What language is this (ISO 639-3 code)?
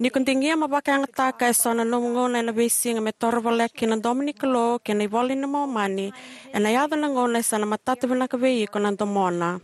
fij